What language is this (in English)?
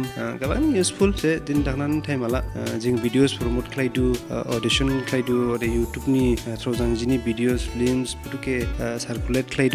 Dimasa